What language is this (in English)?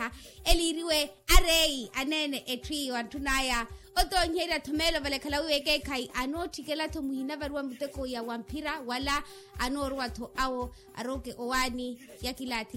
Makhuwa